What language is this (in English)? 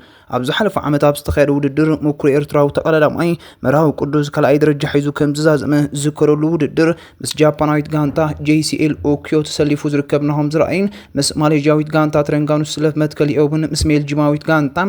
Tigrinya